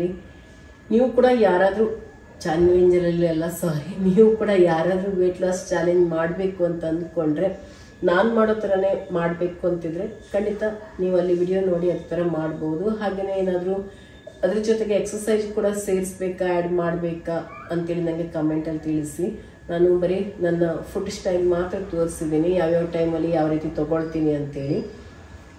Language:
Kannada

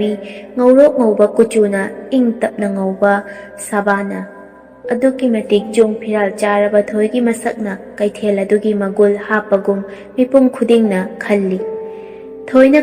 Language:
Manipuri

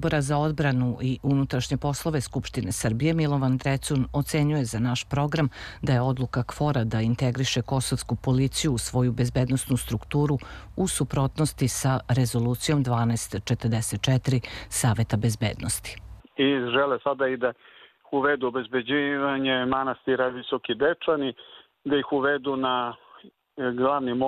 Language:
Serbian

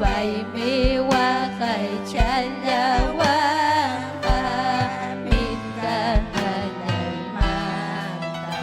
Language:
Ayacucho Quechua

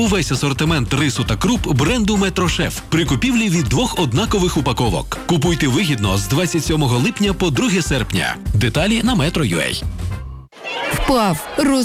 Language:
Ukrainian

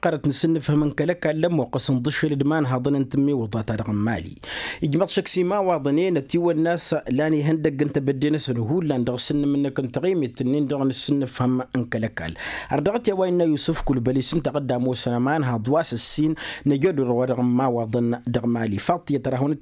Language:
Tamasheq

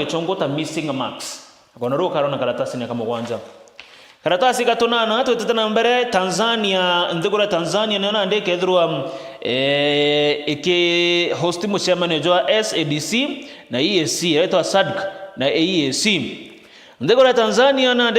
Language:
Meru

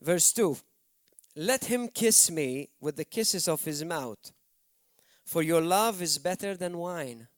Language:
English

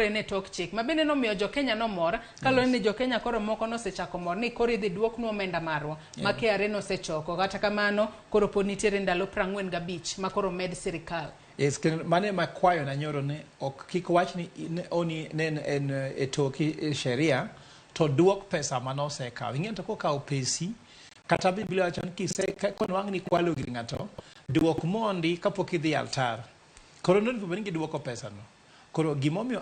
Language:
Luo (Kenya and Tanzania)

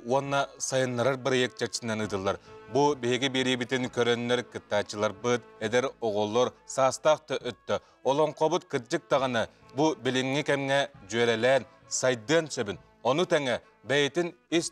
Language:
Yakut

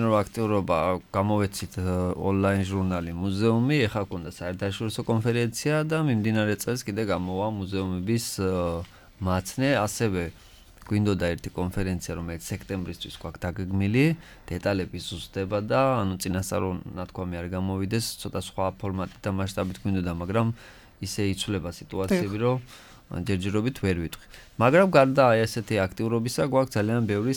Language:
Georgian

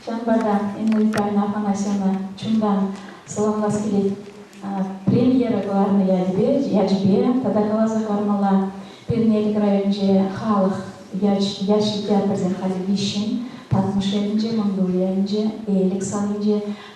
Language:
Chuvash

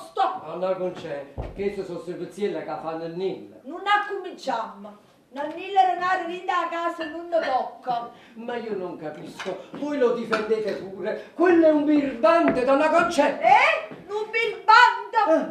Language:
Neapolitan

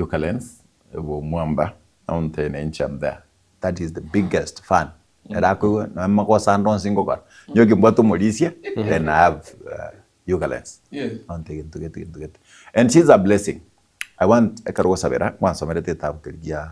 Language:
Gusii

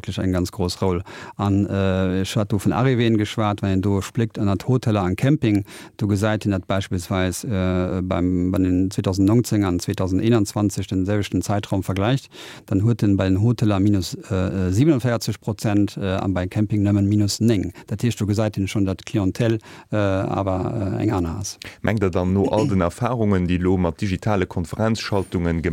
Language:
Luxembourgish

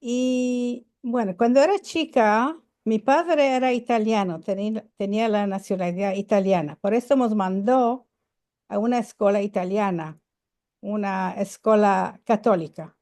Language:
Ladino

